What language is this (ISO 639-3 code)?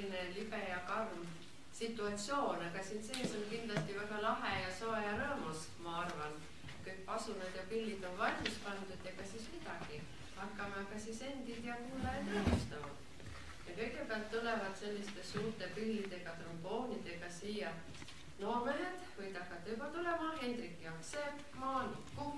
est